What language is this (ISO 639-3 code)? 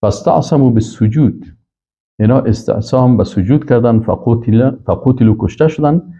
fas